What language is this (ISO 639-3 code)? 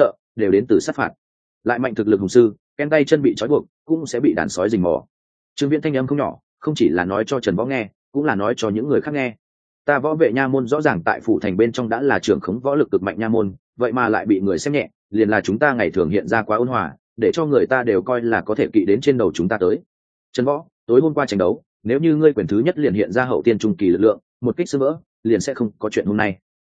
vie